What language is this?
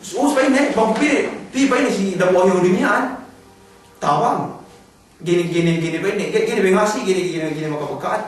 Yakan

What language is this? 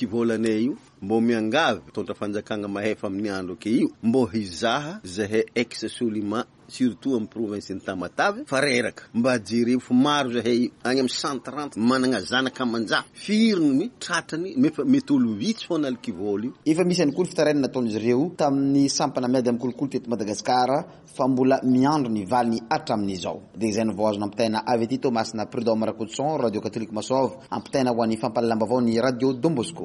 Malagasy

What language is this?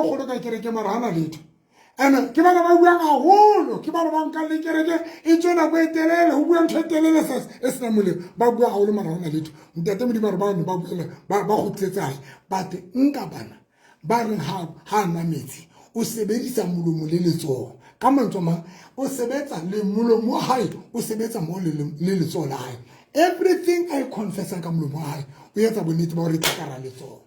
Southern Sotho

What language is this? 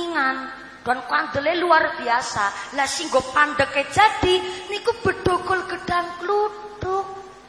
Javanese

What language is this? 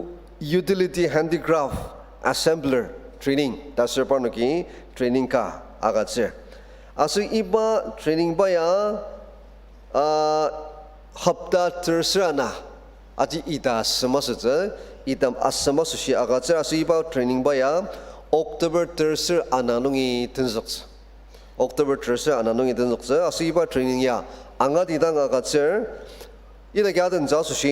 Ao Naga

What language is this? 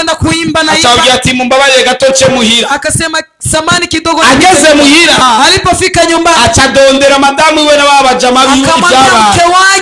Rundi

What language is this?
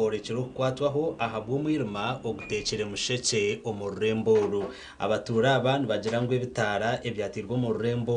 Nyankole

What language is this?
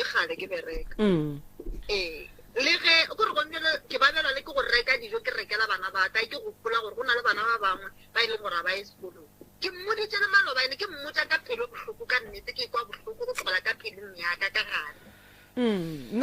Northern Sotho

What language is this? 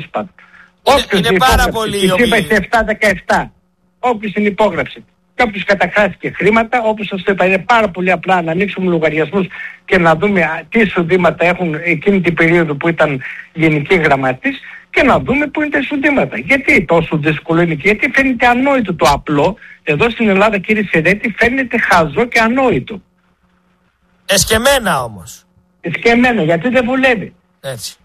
Greek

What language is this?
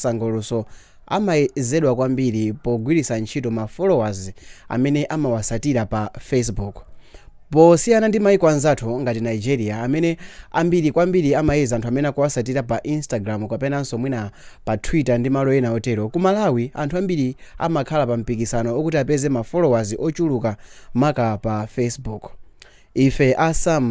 Nyanja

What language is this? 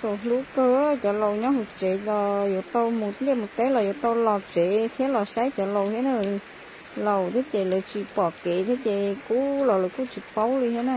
Hmong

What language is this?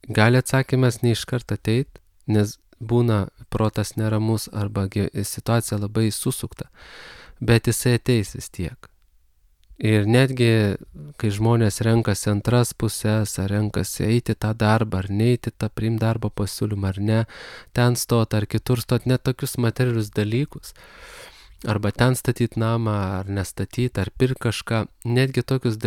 Lithuanian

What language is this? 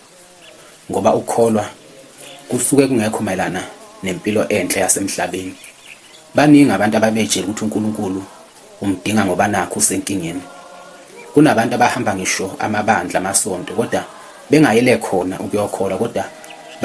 Zulu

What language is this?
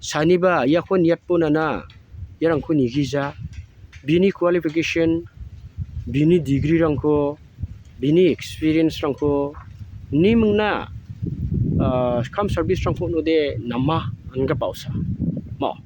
Garo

